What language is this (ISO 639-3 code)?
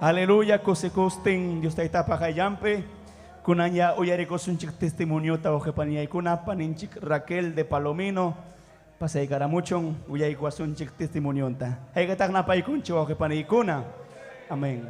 quy